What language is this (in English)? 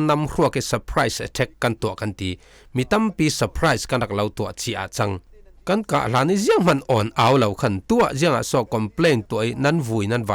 Falam Chin